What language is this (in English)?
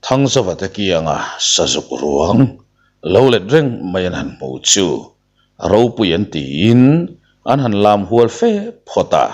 Mizo